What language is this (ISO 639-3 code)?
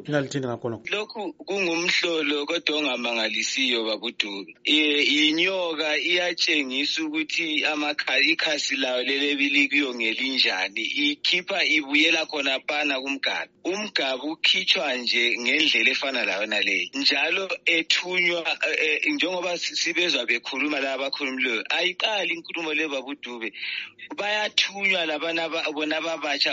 nde